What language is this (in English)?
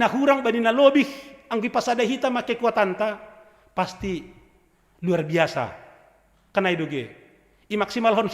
Batak Simalungun